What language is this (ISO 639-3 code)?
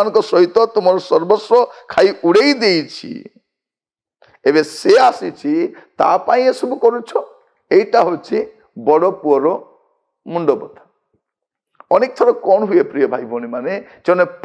ori